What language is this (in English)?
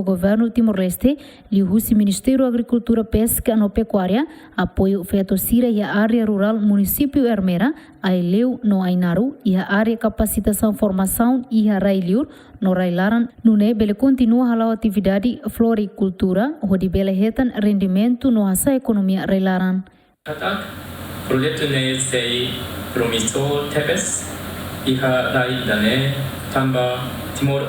Tetum